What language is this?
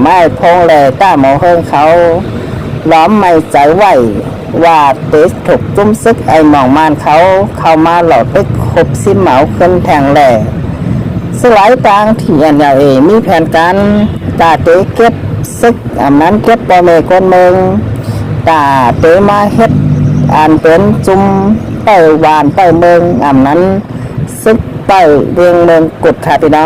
Shan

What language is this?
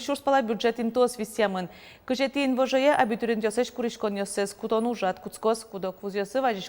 Udmurt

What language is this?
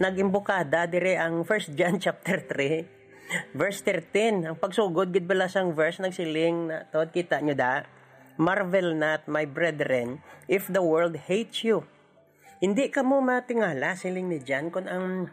Hiligaynon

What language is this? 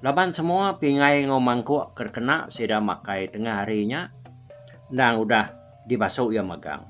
Iban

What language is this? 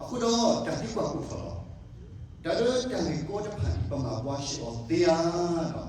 S'gaw Karen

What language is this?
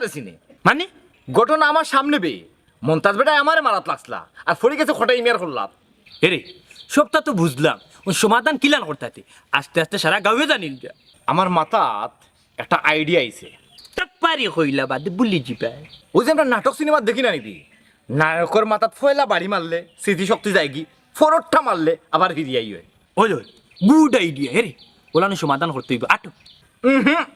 Sylheti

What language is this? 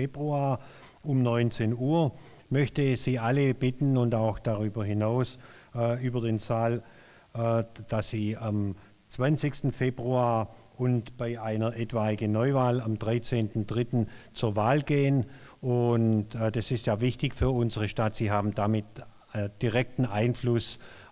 German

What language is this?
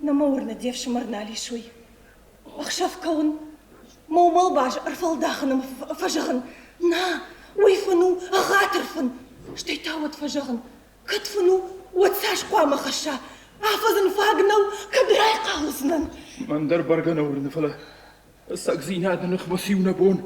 Ossetic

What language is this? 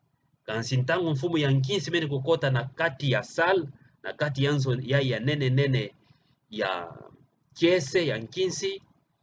Kituba (Democratic Republic of Congo)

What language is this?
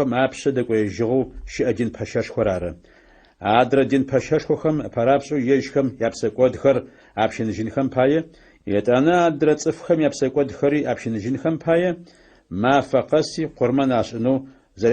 Adyghe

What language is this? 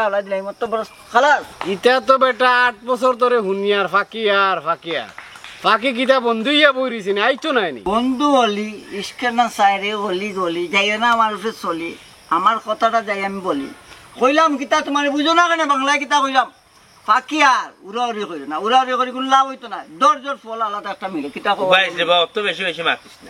Sylheti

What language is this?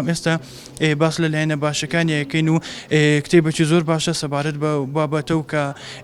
Central Kurdish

